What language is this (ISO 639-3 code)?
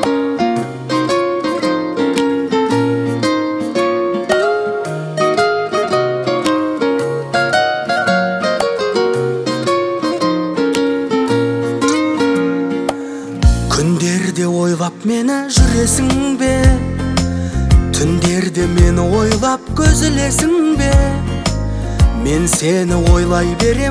kaz